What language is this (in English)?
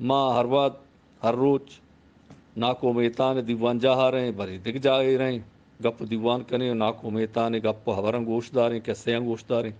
Eastern Balochi